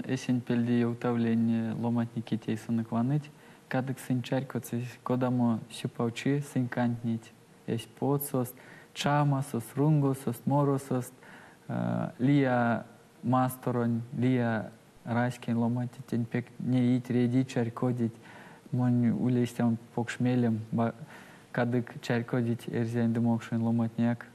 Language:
Erzya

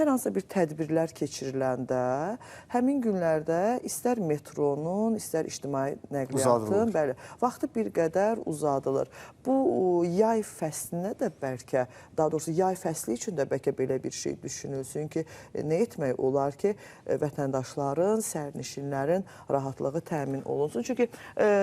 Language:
Azerbaijani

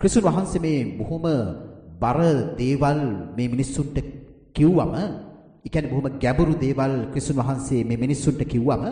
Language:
Sinhala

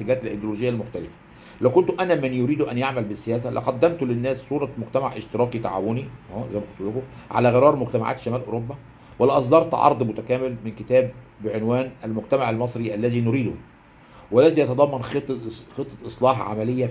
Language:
Egyptian Arabic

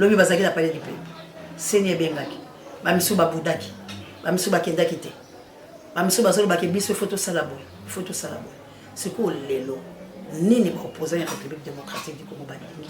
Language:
Lingala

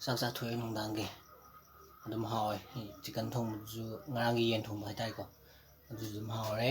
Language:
Manipuri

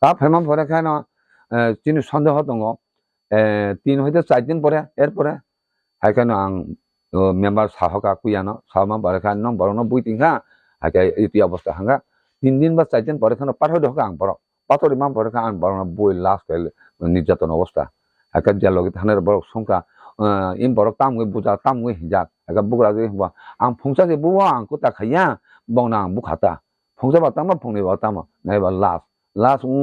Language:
Kok Borok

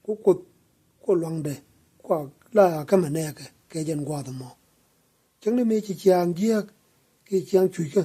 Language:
Nuer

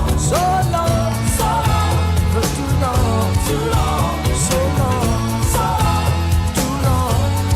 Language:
Morisyen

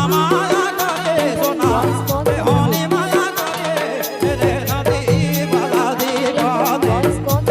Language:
Sadri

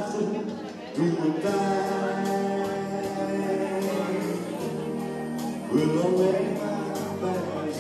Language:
Dutch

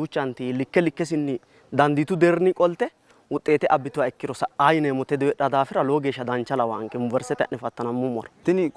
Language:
Sidamo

